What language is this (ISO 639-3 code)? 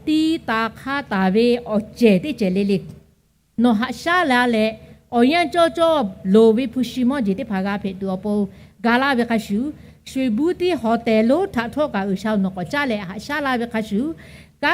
lhu